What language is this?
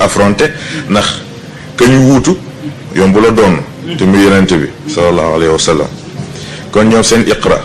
Wolof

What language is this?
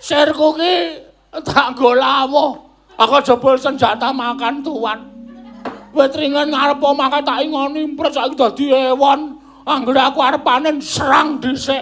Javanese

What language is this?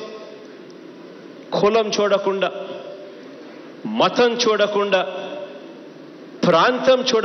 Telugu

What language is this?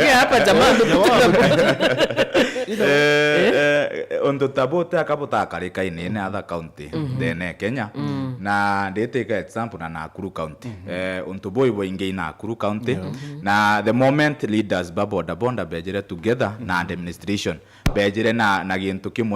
Meru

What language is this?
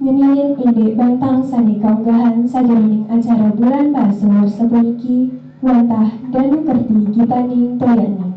Balinese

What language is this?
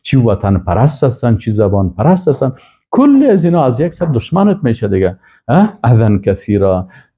Persian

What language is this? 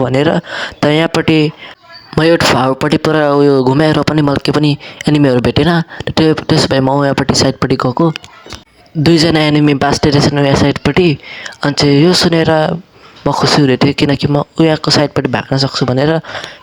Nepali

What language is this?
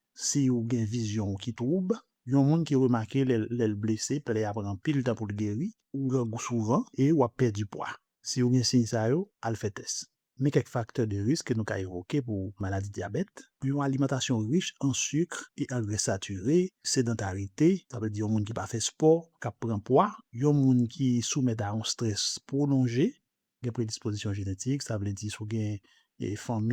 Haitian Creole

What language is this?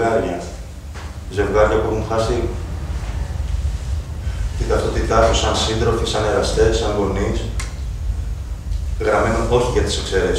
Greek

